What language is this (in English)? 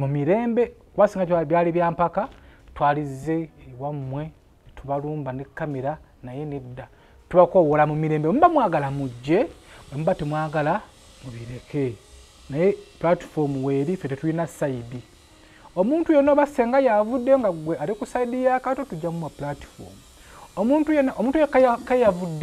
Ganda